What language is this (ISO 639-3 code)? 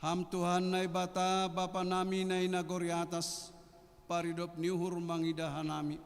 bts